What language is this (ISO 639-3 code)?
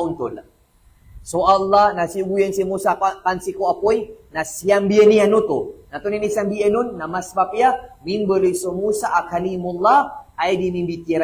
mrw